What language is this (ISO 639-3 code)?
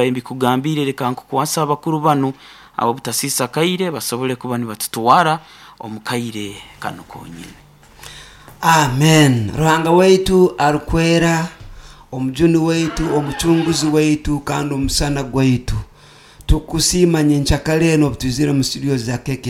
nyo